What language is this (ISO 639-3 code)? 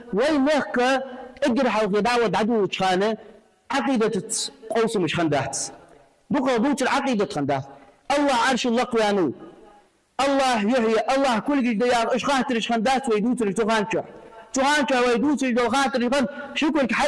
inh